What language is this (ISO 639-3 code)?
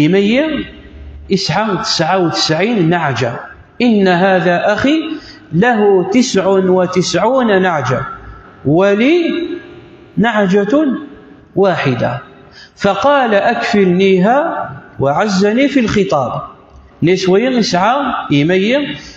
kab